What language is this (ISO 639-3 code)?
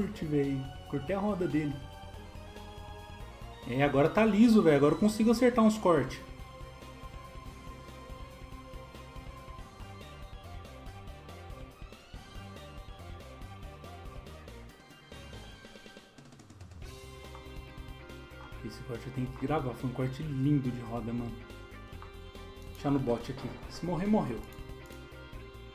por